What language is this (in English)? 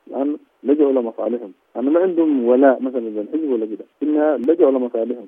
Sudanese Arabic